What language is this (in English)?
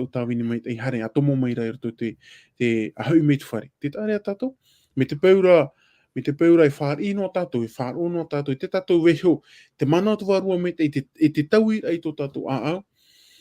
Tahitian